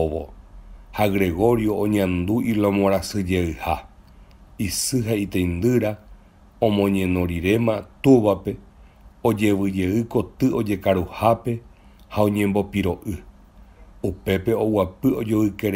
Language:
Guarani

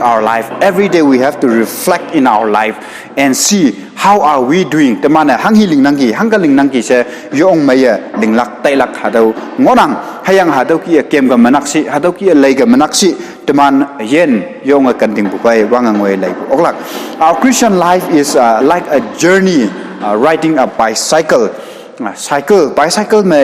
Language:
Konyak Naga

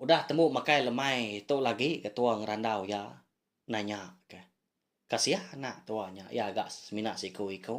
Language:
Iban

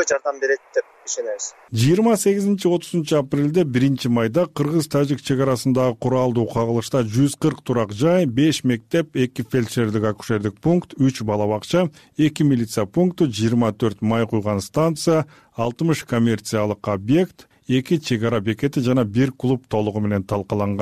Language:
Kyrgyz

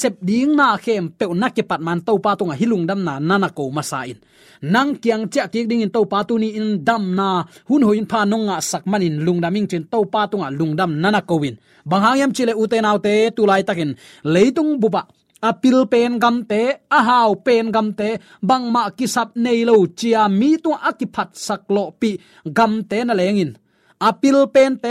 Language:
Tedim Chin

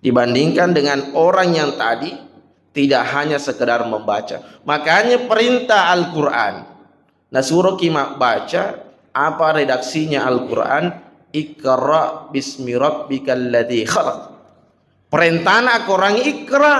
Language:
Buginese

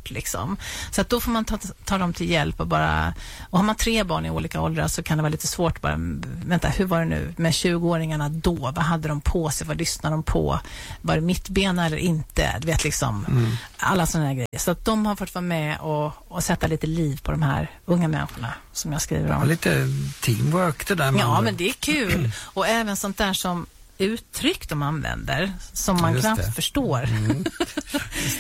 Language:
Swedish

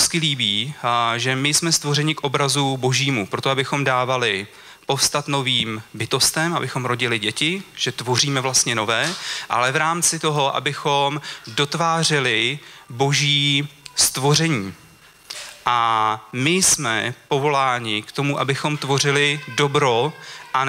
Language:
Czech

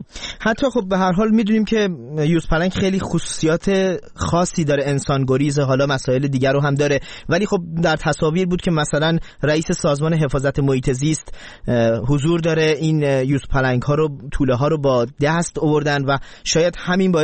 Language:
Persian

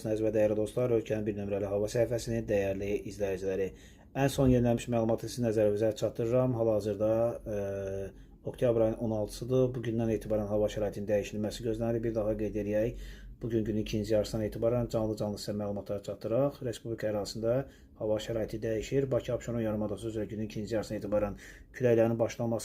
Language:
Azerbaijani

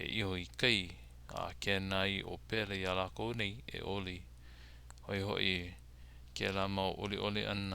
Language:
Hawaiian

